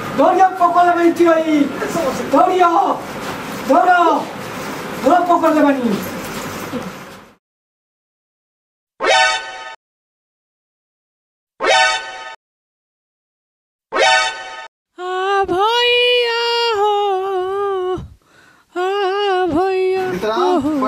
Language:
Bhojpuri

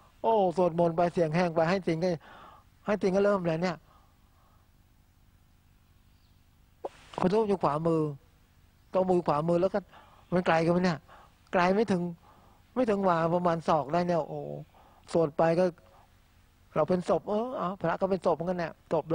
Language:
Thai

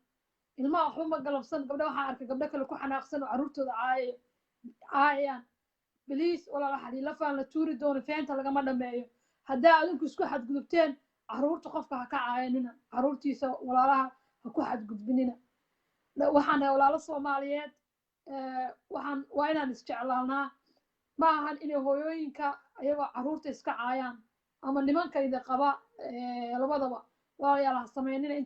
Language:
Somali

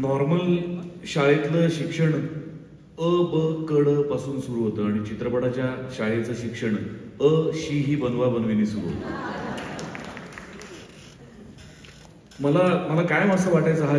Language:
Marathi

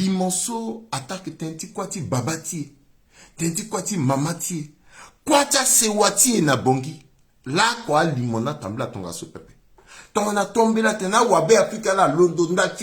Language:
Sango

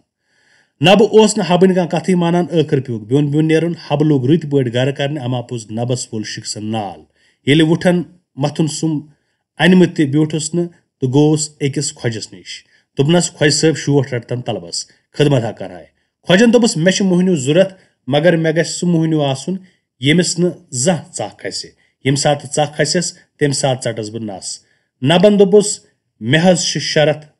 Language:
Kashmiri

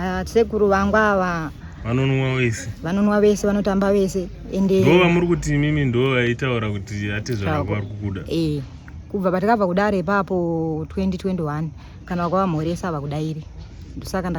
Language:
Shona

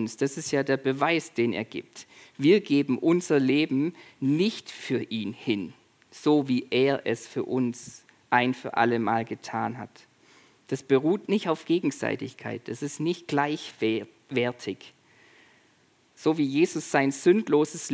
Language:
German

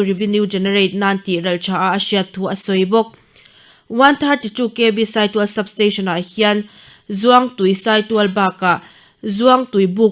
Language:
Mizo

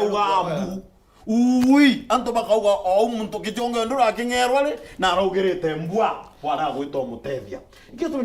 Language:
Meru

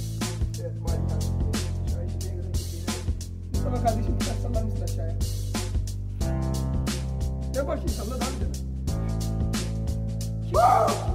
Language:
Turkish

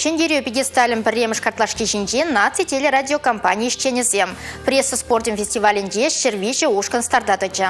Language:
Chuvash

